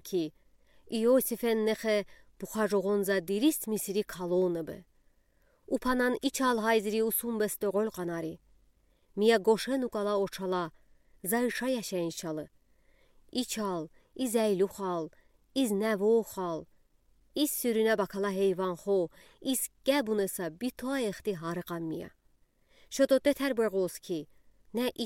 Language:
Udi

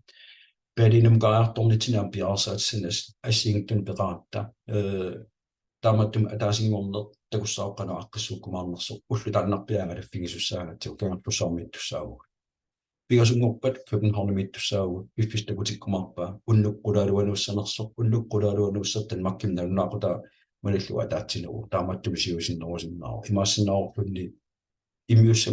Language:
Kalaallisut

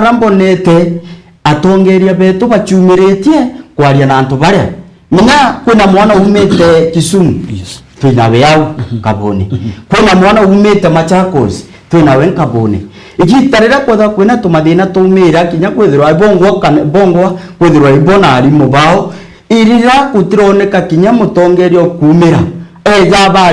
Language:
Meru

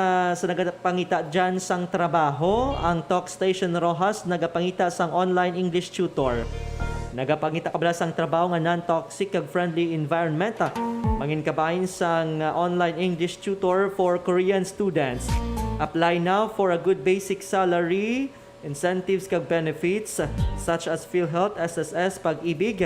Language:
Hiligaynon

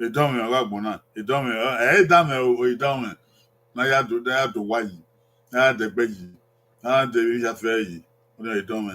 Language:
Bini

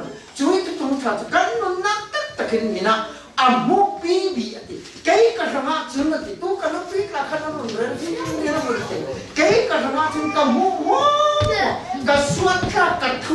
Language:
Falam Chin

